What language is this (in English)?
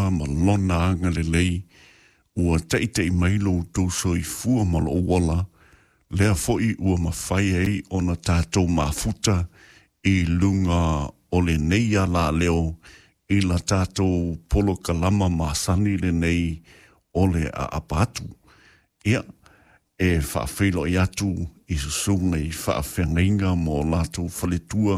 Samoan